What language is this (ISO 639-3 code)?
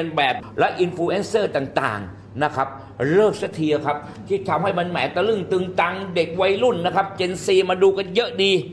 tha